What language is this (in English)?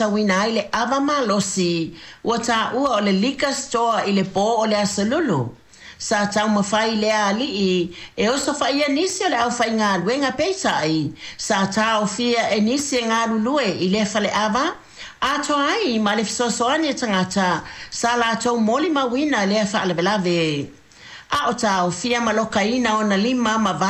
Samoan